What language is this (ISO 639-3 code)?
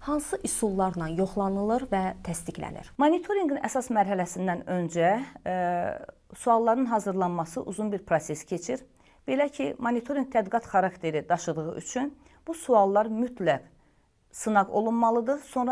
aze